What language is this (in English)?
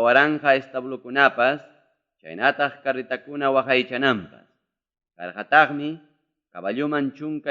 Ayacucho Quechua